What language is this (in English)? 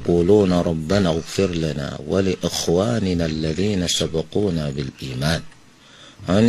Yoruba